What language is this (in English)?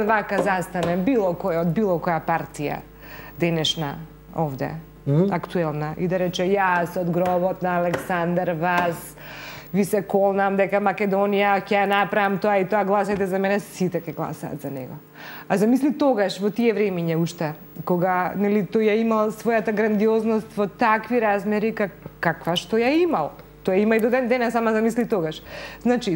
Macedonian